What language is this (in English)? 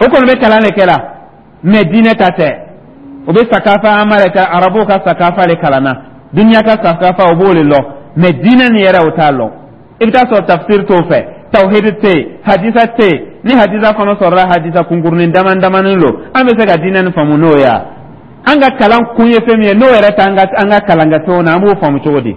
Dyula